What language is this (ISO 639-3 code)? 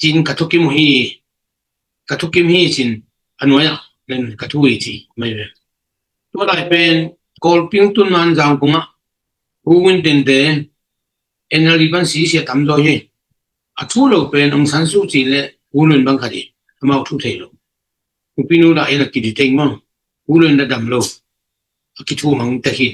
ctd